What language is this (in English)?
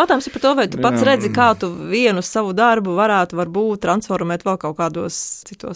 Latvian